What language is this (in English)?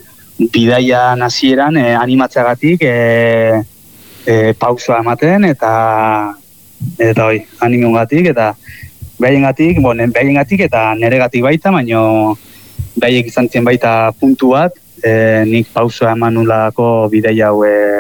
Basque